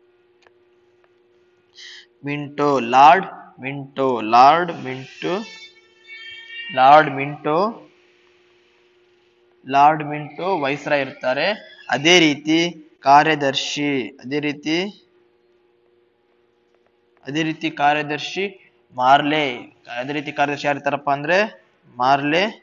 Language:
Kannada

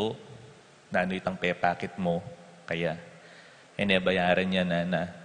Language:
Pampanga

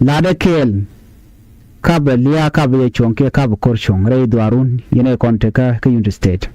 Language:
Nuer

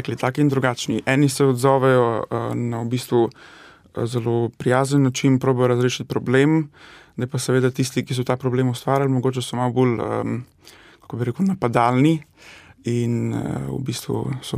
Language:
Slovenian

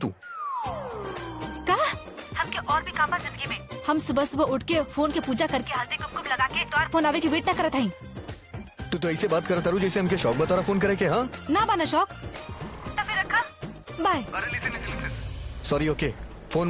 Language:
Bhojpuri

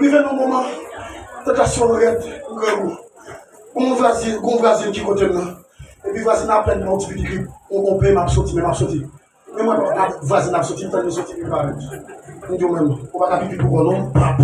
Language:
Haitian Creole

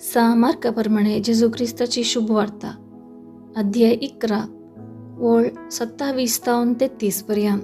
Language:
Konkani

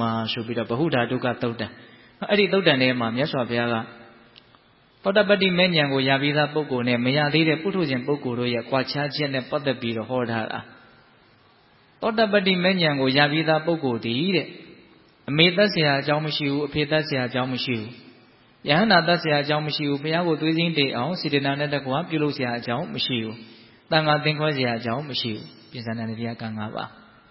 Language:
Burmese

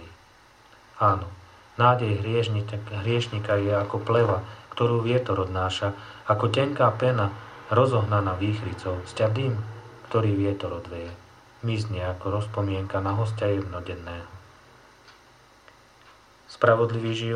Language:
Slovak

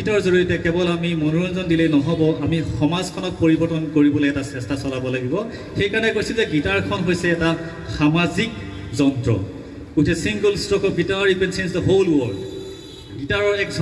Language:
Assamese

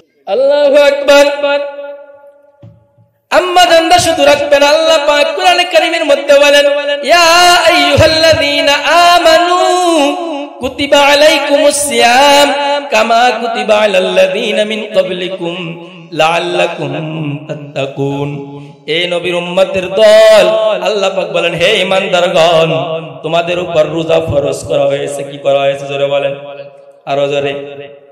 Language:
Bangla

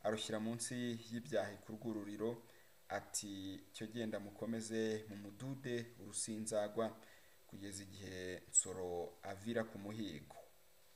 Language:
Kinyarwanda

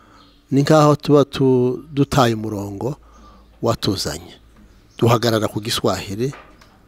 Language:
Kinyarwanda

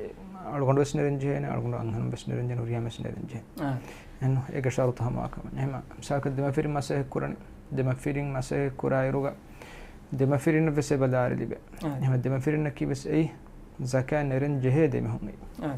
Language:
Divehi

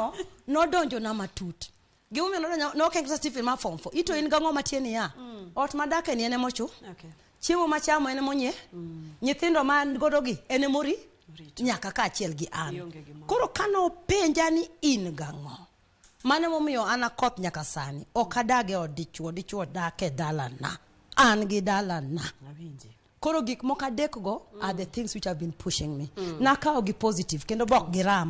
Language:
Luo (Kenya and Tanzania)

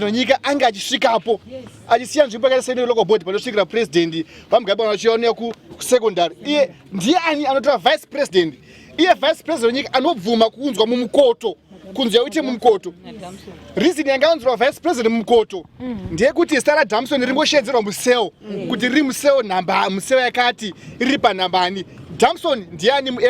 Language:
Shona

